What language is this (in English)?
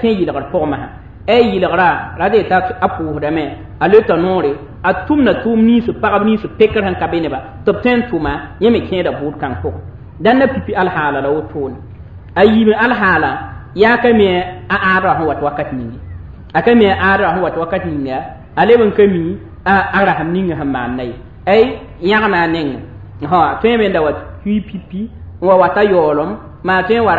Mossi